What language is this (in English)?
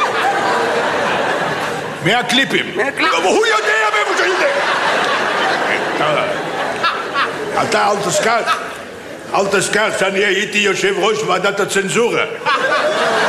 Hebrew